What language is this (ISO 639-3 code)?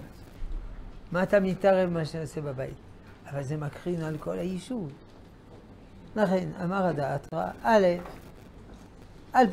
heb